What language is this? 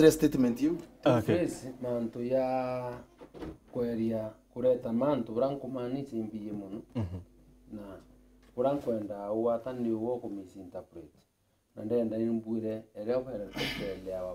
Meru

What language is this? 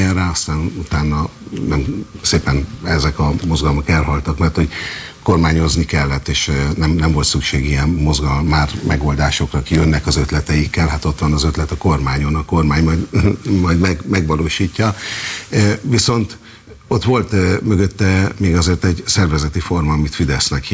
Hungarian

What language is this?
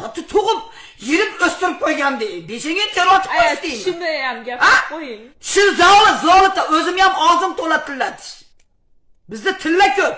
Uzbek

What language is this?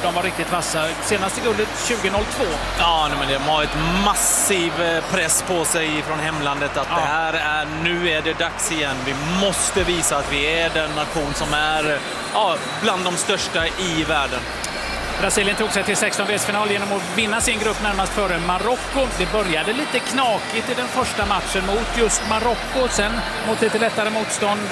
Swedish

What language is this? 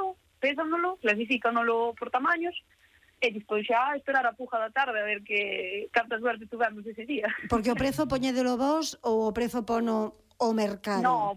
Galician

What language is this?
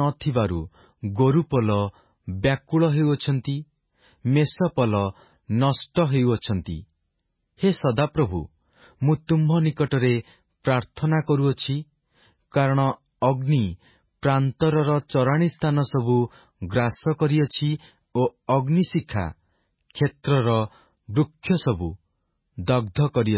Odia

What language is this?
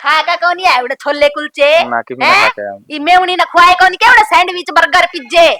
Haryanvi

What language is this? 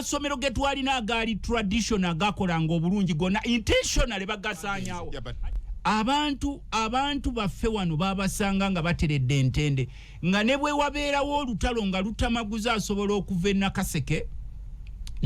Ganda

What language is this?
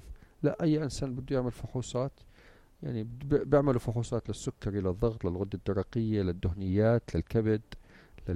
North Levantine Arabic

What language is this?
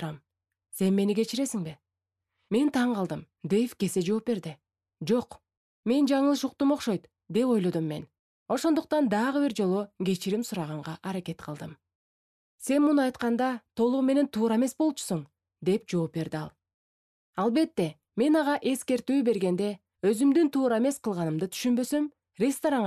Kyrgyz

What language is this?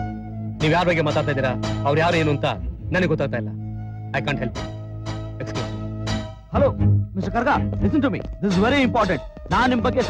Kannada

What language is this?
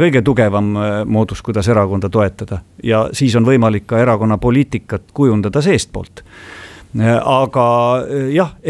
Estonian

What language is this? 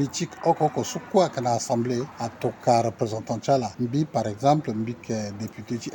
Sango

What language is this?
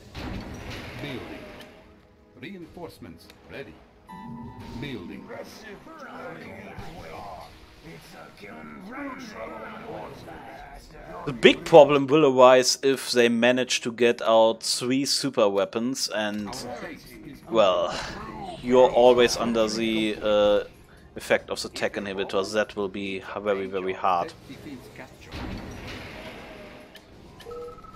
English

